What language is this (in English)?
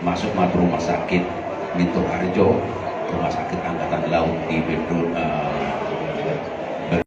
Batak Toba